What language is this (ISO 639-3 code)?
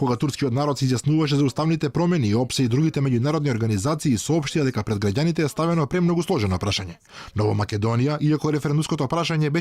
mkd